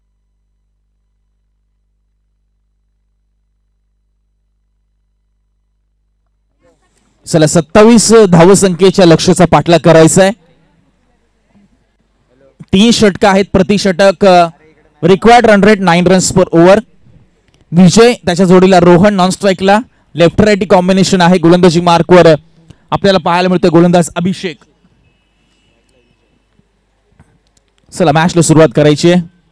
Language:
Marathi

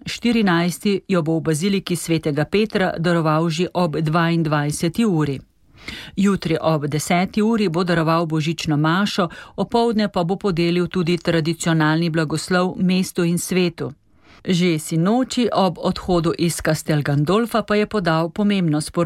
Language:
Slovenian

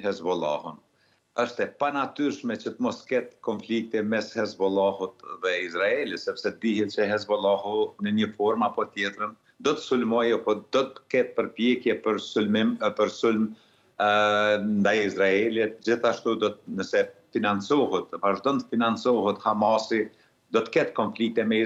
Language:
Albanian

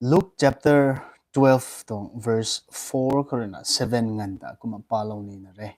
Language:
Rongmei Naga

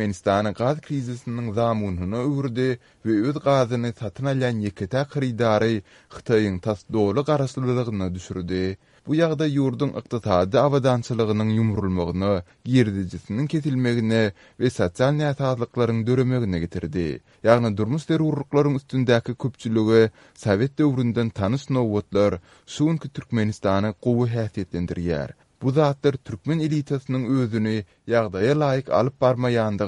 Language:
Turkmen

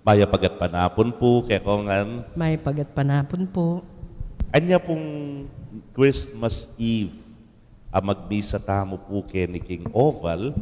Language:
Pampanga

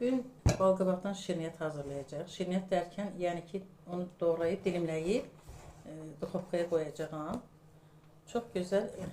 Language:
Azerbaijani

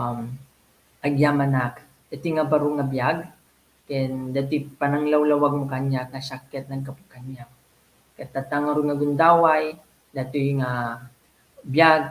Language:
Iloko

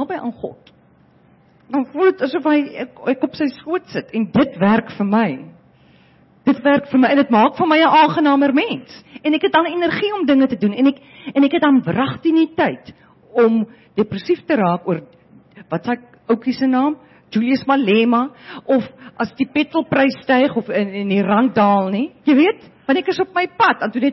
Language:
Afrikaans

